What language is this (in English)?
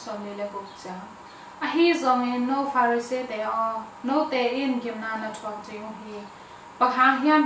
Tedim Chin